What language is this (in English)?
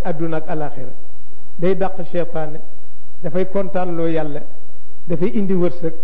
Wolof